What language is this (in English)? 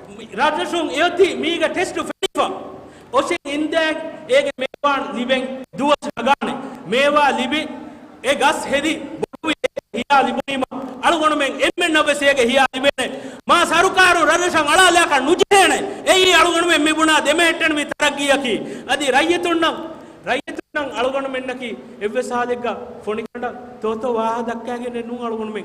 Divehi